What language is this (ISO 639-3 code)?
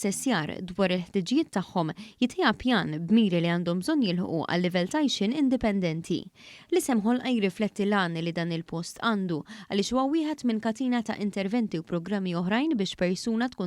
mlt